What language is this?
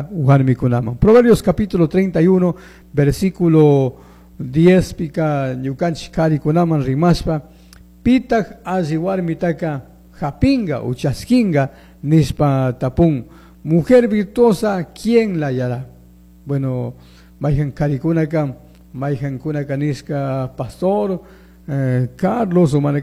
Chimborazo Highland Quichua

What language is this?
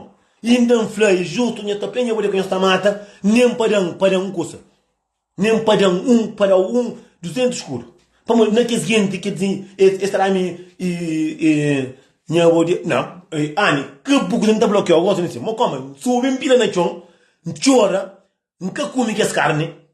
Kabuverdianu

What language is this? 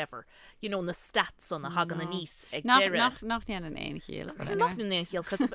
Irish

